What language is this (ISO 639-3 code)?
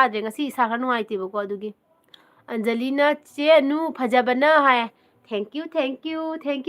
mni